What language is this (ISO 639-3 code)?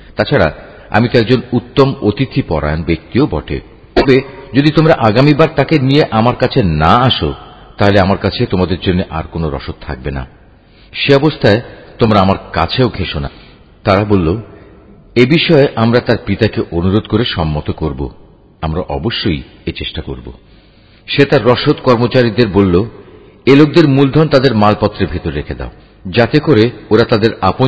ben